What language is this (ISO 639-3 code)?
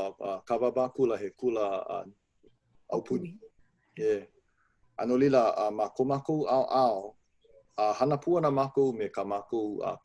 haw